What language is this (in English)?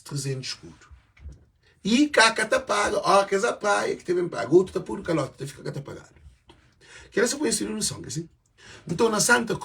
Kabuverdianu